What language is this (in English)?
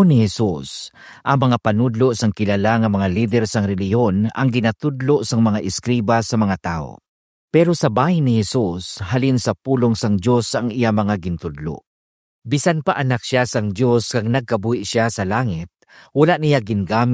Hiligaynon